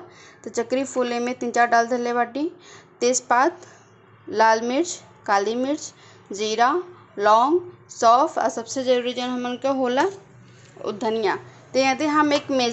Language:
Bhojpuri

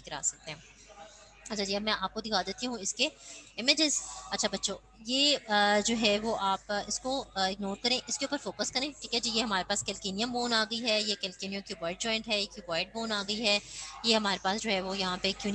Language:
Hindi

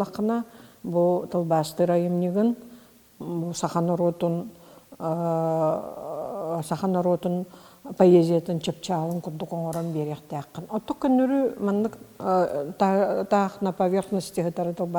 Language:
Yakut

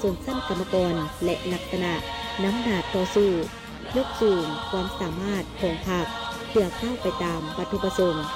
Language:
Lao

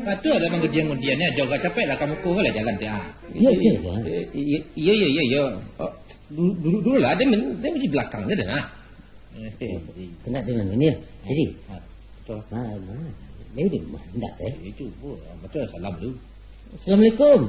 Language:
Minangkabau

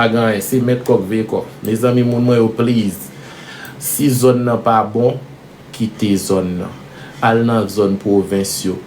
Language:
Haitian Creole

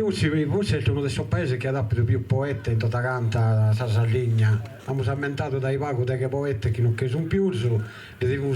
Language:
Sardinian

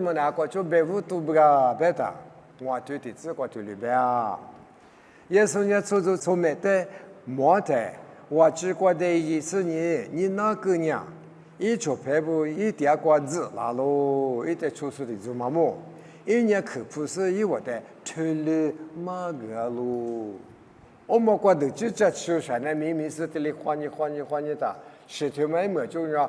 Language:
Lisu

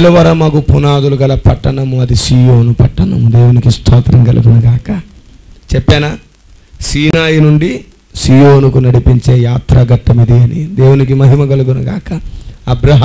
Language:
Telugu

